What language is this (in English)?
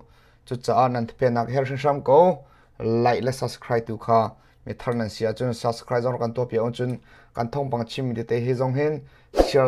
Hakha Chin